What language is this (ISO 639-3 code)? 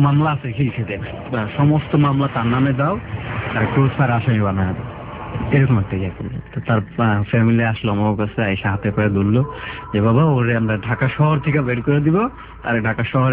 ben